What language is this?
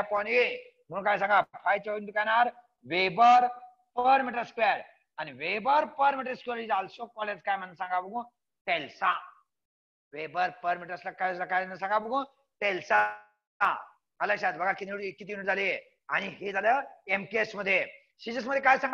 Marathi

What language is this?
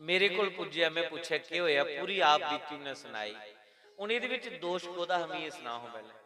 Dogri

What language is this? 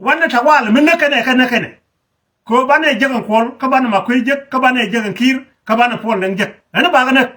Nuer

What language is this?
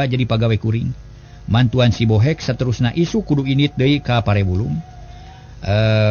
Sundanese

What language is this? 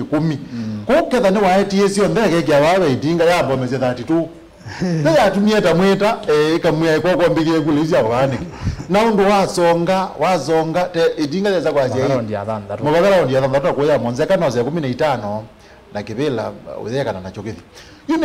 Kamba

